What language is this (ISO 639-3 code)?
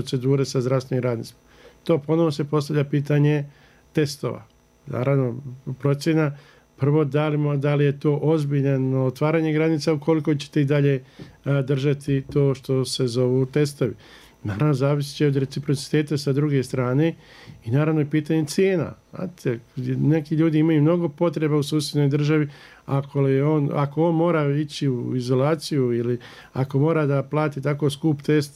bos